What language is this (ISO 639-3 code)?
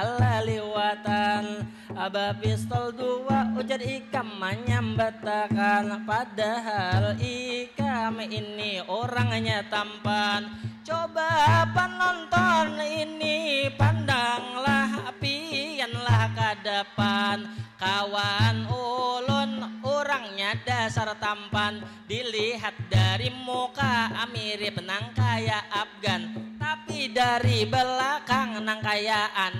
bjn